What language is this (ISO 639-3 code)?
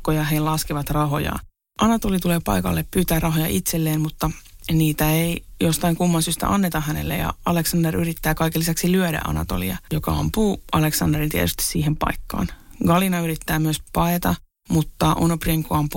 fin